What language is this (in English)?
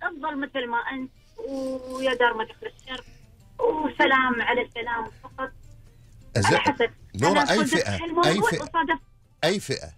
Gulf Arabic